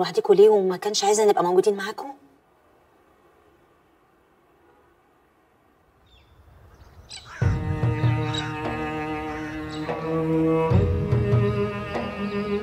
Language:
Egyptian Arabic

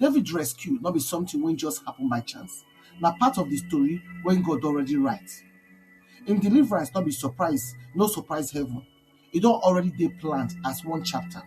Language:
Nigerian Pidgin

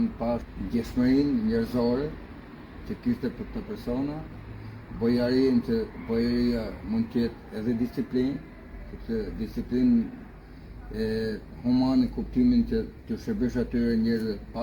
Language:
Albanian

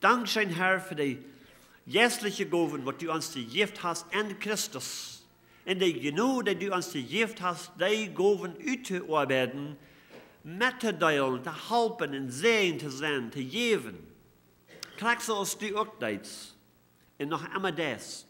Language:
Plautdietsch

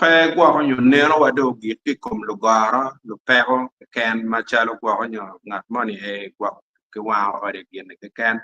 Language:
Acoli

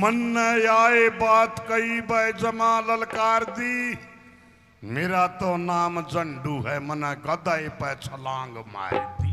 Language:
Haryanvi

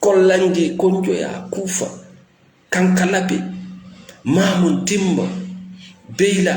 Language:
Fula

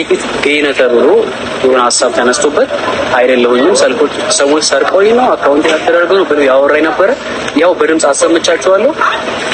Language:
Amharic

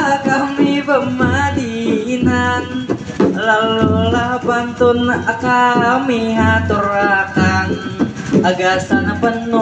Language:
Banjar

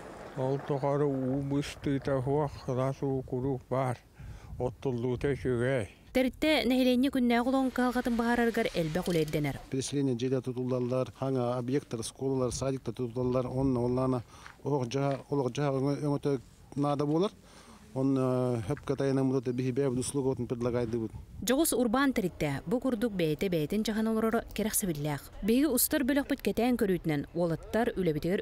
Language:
Yakut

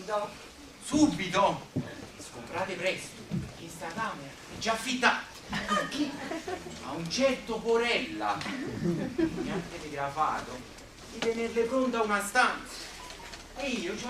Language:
Neapolitan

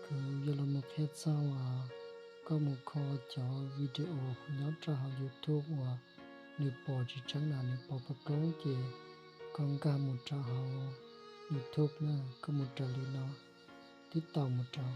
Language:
Hmong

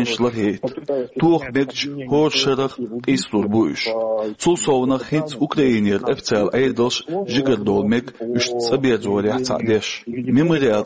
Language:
Chechen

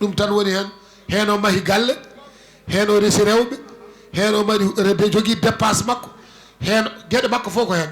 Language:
Fula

